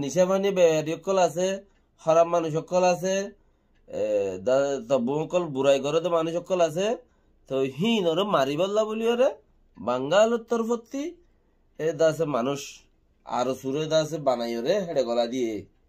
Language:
Rohingya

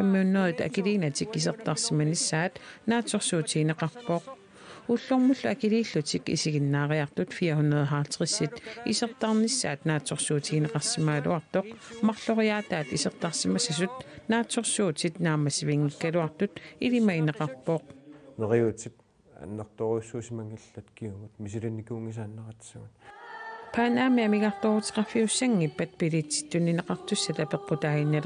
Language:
Kalaallisut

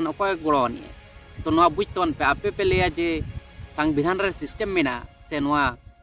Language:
Santali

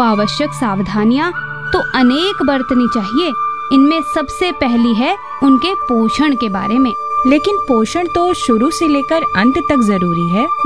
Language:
Hindi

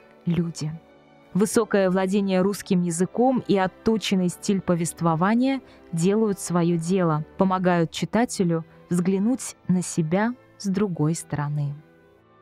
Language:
Russian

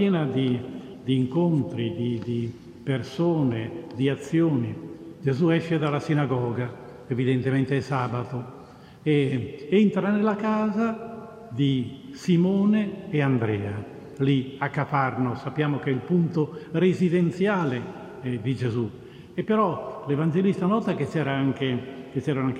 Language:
Italian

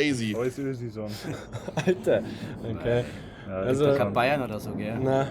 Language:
Bavarian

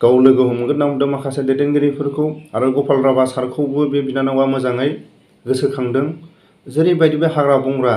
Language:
Bodo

